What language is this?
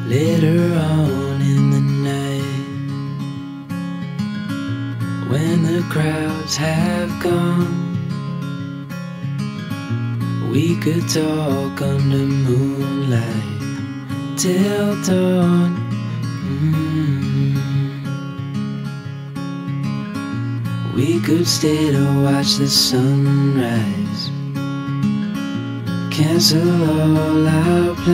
English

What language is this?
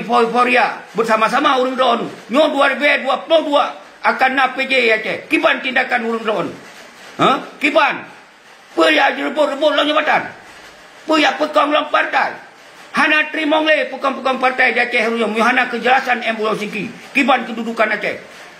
Achinese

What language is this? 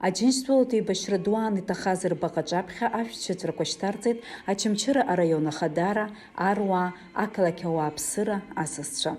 Abkhazian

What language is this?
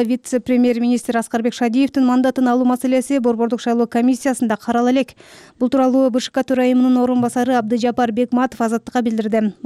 Kyrgyz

